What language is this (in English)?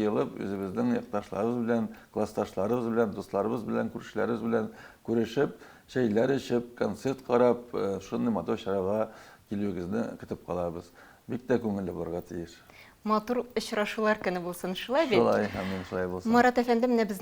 Tatar